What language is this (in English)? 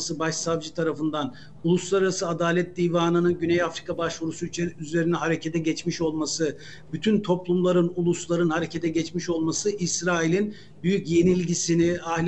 Turkish